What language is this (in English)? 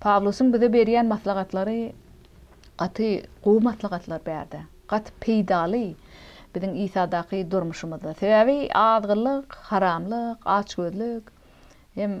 Turkmen